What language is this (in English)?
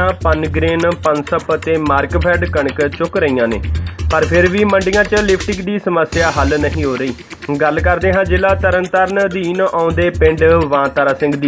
Punjabi